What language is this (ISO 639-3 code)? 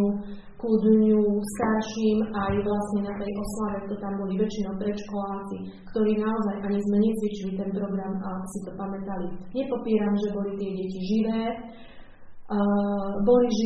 slk